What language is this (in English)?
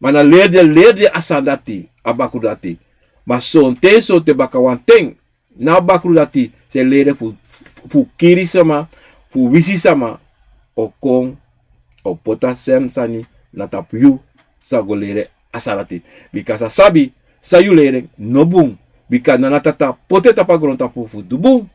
Sranan Tongo